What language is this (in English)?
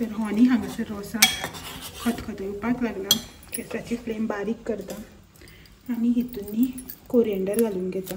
Konkani